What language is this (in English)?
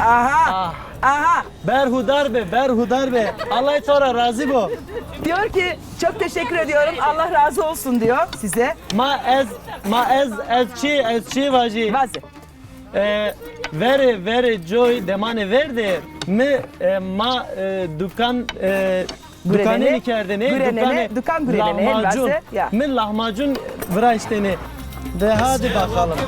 Zaza